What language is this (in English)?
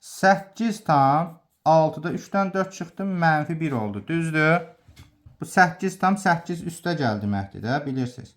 Azerbaijani